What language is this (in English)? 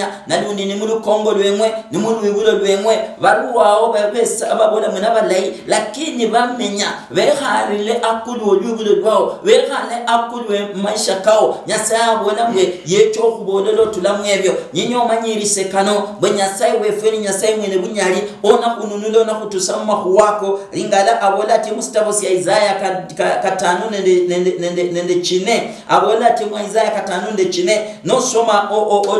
Luyia